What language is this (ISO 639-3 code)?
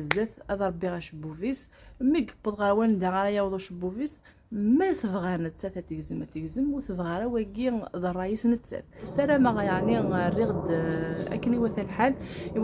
kab